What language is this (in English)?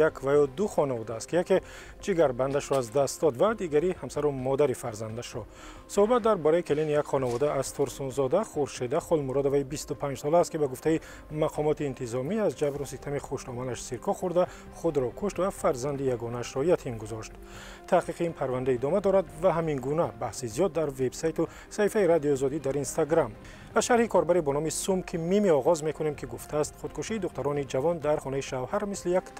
Tajik